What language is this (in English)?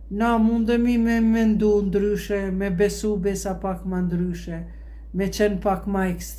Albanian